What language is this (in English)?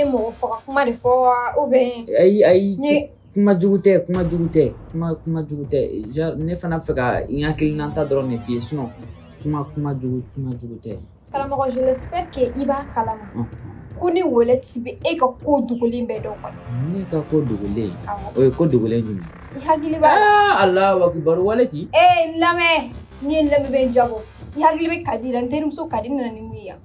Bambara